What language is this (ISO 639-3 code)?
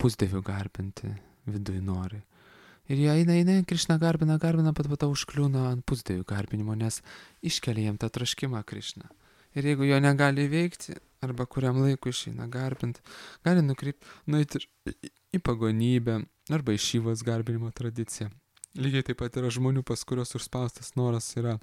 lit